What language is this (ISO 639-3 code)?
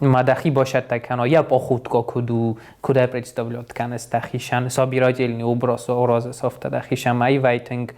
oss